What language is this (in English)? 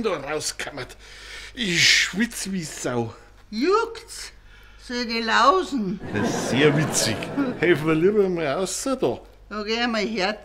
Bavarian